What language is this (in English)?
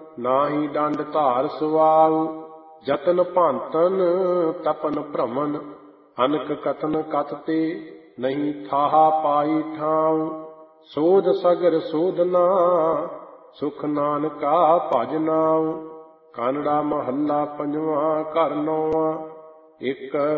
Punjabi